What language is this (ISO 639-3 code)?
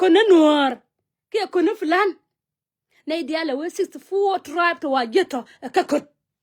nus